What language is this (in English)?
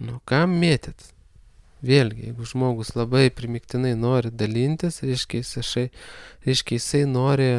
Lithuanian